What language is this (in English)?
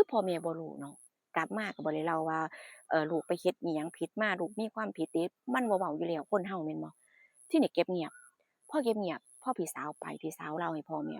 Northeastern Thai